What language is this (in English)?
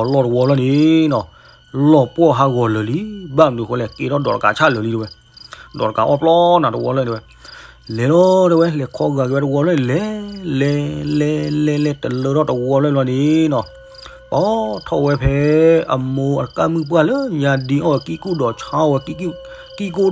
S'gaw Karen